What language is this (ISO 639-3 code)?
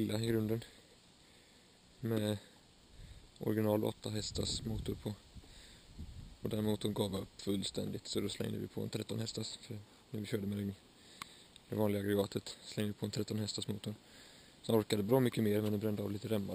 swe